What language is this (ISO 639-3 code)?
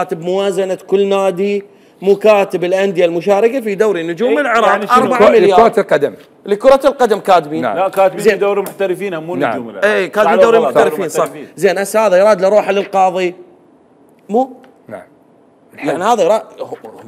acm